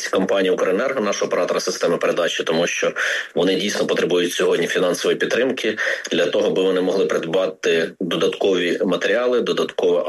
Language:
Ukrainian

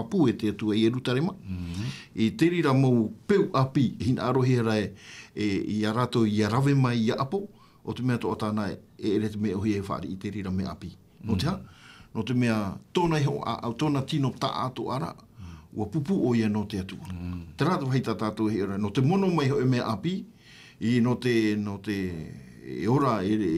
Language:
Tahitian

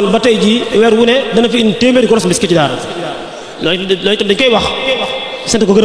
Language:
Wolof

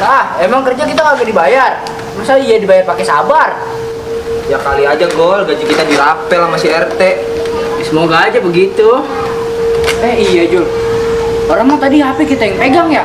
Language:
Betawi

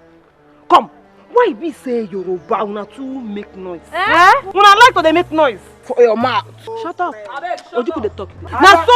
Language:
Nigerian Pidgin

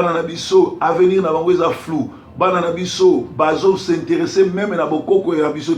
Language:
Lingala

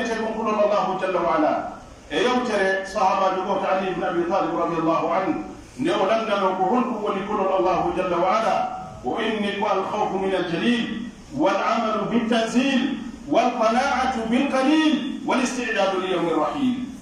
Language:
Pular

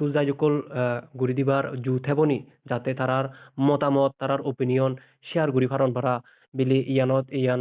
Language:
Chakma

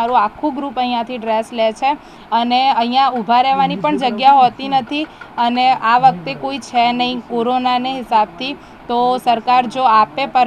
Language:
Gujarati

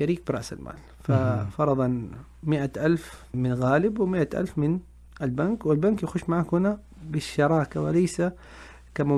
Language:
Najdi Arabic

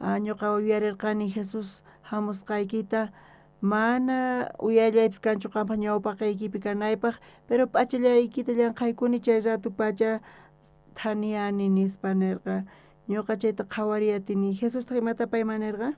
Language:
South Bolivian Quechua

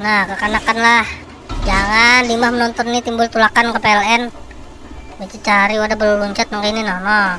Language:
Banjar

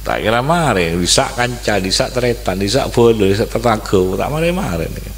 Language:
Madurese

